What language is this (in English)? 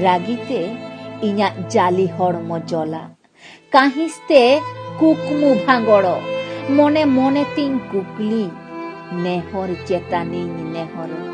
Santali